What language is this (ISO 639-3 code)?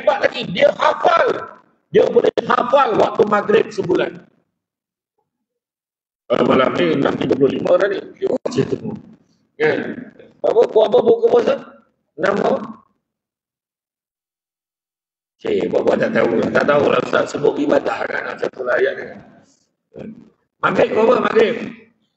msa